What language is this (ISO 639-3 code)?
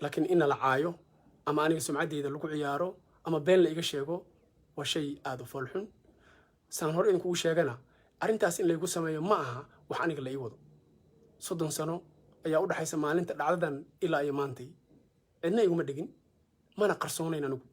som